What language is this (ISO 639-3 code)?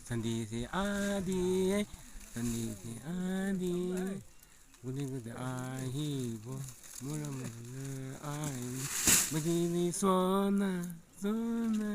nbc